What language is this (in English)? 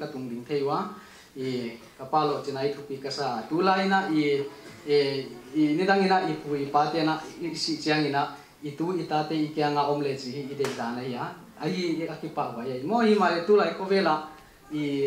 Paite Chin